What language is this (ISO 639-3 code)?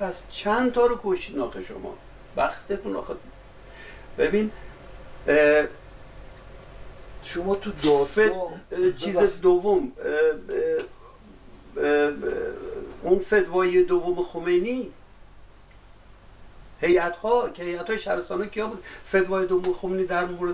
fas